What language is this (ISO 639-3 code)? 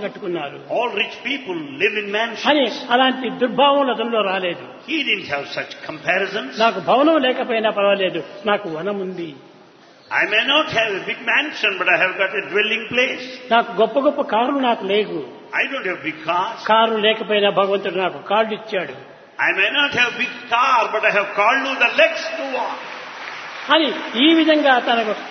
tel